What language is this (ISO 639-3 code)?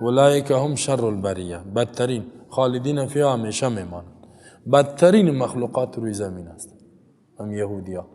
fas